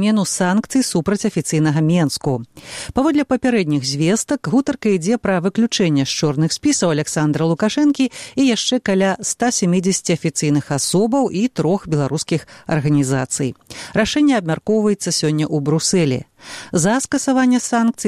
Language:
Belarusian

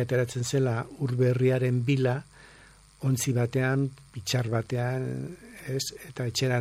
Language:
Basque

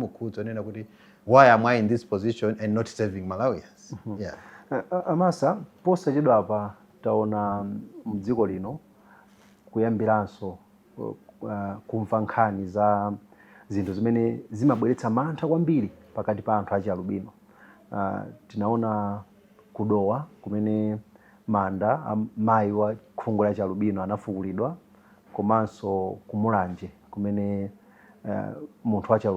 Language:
Nyanja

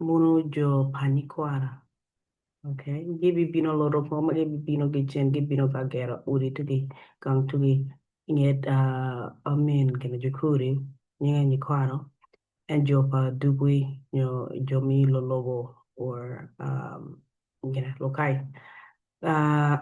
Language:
Acoli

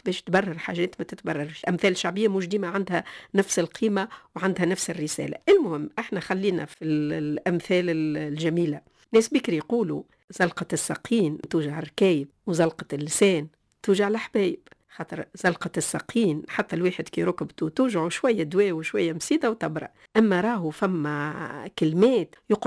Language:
Tunisian Arabic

